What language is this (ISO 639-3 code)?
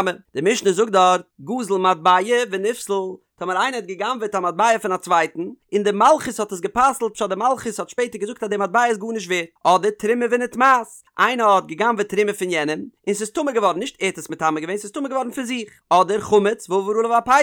yid